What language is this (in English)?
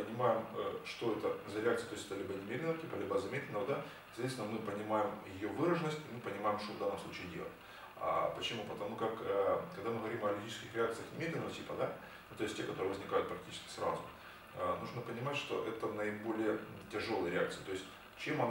Russian